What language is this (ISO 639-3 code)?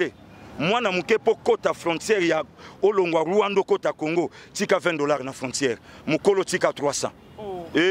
lin